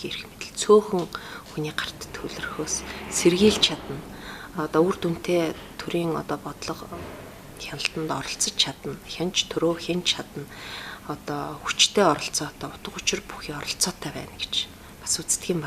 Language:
Mongolian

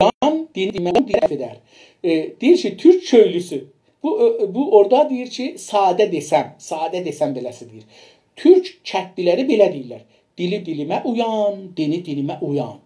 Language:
South Azerbaijani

